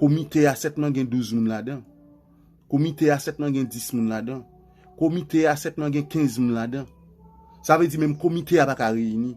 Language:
Haitian Creole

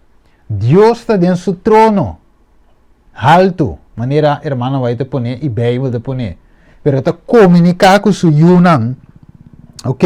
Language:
Papiamento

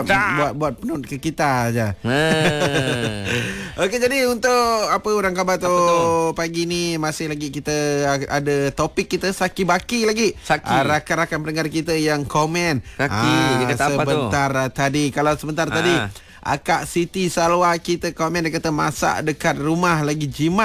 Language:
Malay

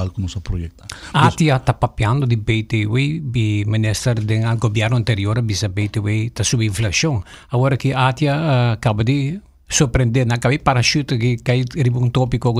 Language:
Papiamento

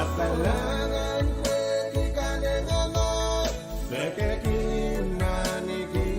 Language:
Pohnpeian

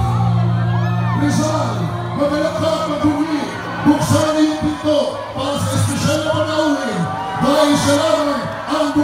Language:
Filipino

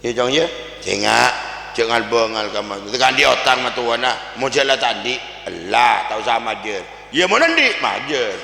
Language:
Madurese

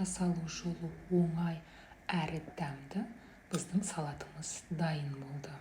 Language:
Kazakh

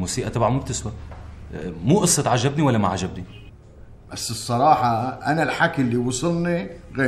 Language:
North Levantine Arabic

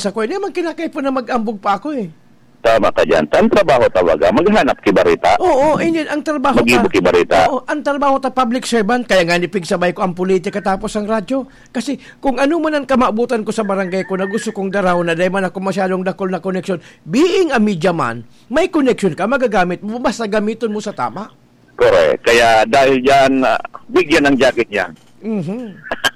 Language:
Bikol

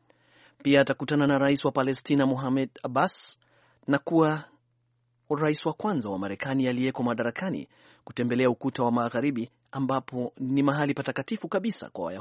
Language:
Swahili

